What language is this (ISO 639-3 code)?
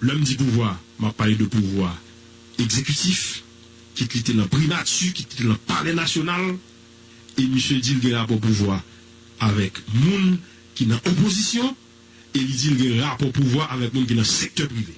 hat